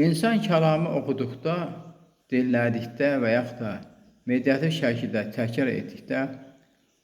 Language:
Azerbaijani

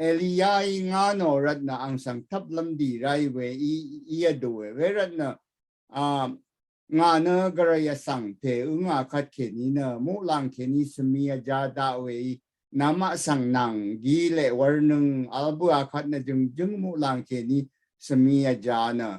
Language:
Rawang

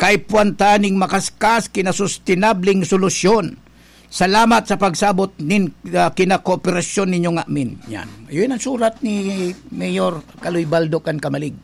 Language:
Bikol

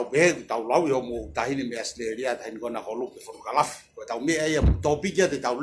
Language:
Tongan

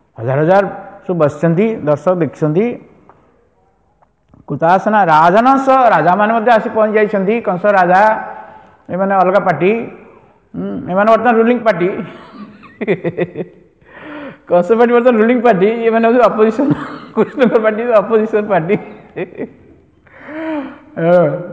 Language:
Odia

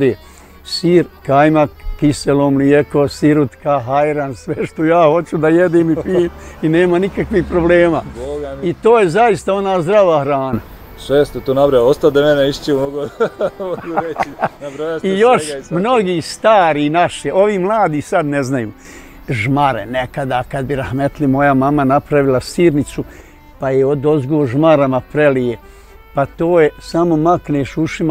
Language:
Bosnian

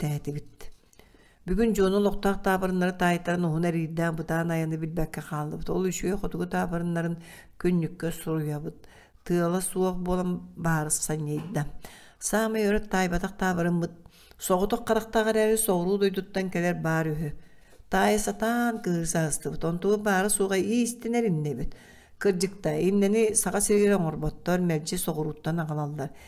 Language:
Yakut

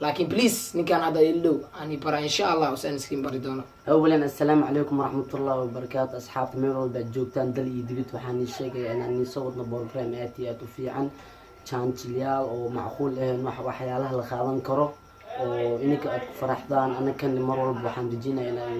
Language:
Somali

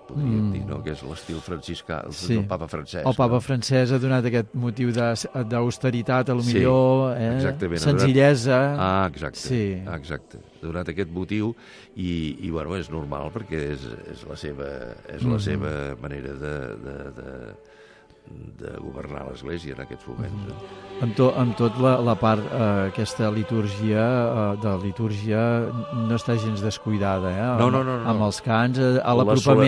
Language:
Catalan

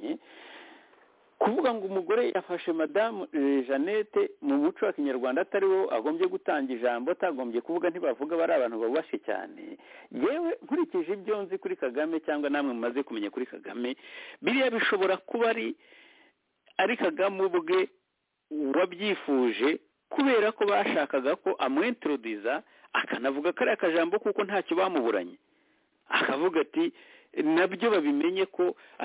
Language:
Kinyarwanda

